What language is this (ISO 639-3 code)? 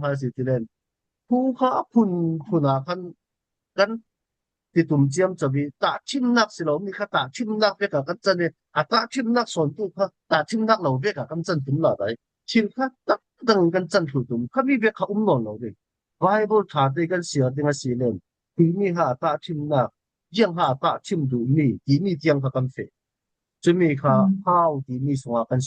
cfm